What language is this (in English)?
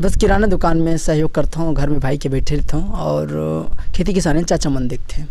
Chhattisgarhi